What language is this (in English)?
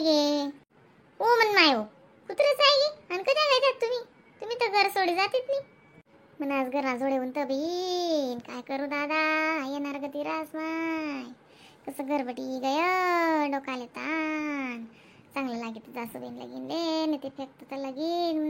Khandesi